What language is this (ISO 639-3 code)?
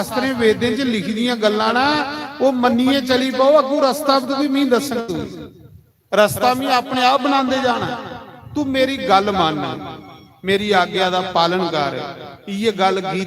doi